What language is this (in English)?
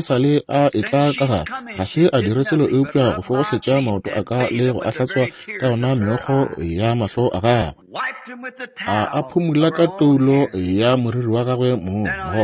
Northern Sotho